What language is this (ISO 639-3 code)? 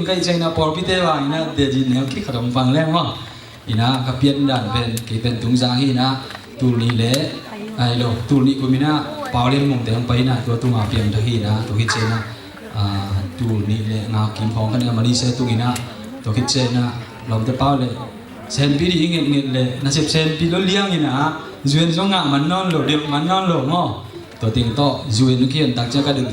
ctd